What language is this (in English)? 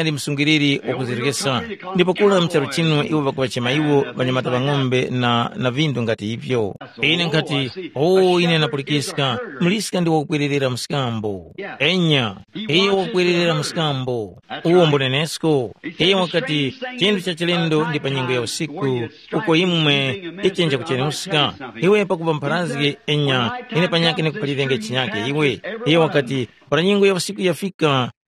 Tumbuka